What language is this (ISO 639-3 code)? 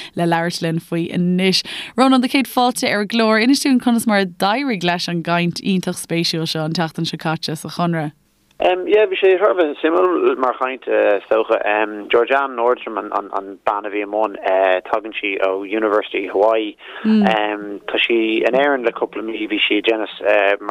gle